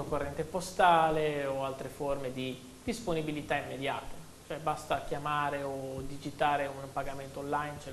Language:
Italian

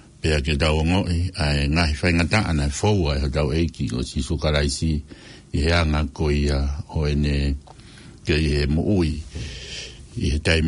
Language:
Tongan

